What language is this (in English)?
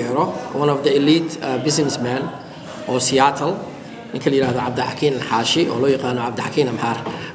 Somali